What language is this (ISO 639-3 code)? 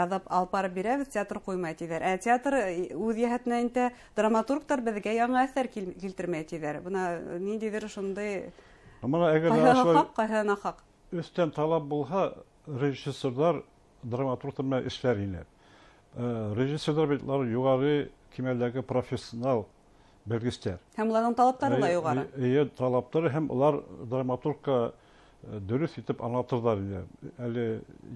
bak